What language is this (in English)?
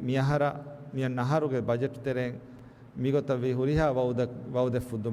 Divehi